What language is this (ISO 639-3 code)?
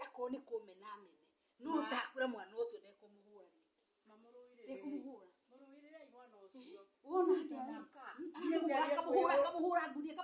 kik